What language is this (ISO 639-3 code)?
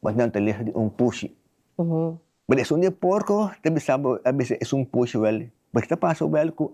pap